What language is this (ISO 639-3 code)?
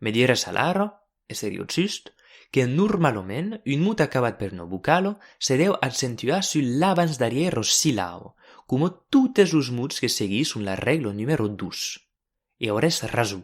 oci